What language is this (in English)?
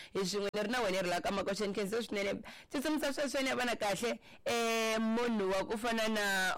Tsonga